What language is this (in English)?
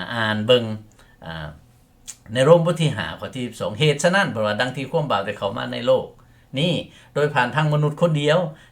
Lao